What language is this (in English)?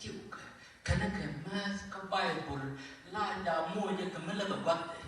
Nuer